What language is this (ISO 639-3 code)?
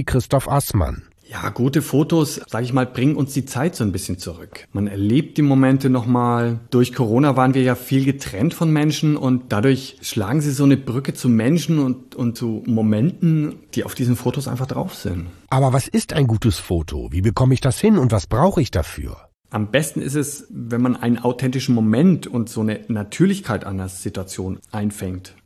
deu